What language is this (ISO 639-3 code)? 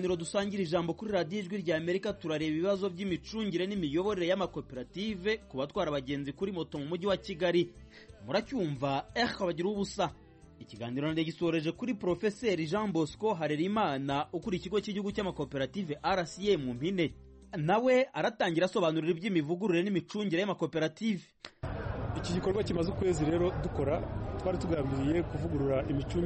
kin